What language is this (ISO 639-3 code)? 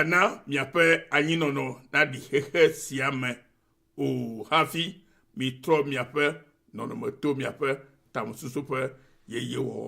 ewe